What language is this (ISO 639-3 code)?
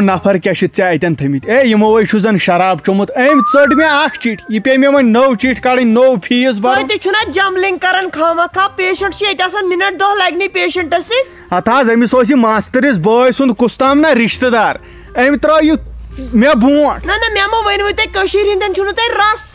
kas